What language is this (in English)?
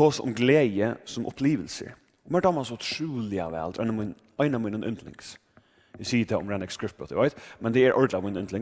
Faroese